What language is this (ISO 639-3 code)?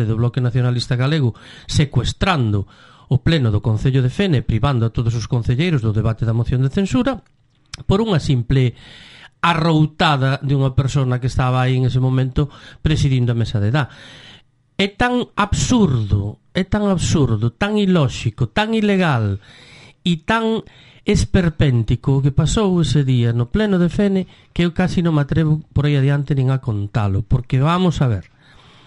glg